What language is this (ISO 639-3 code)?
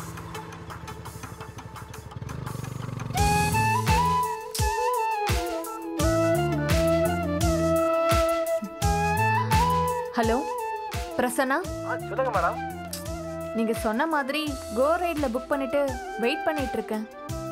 tam